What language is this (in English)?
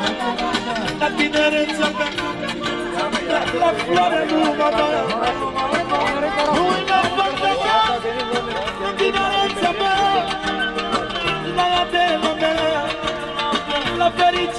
Romanian